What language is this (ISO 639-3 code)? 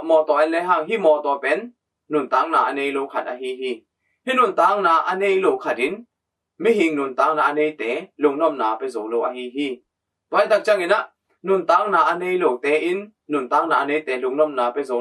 ctd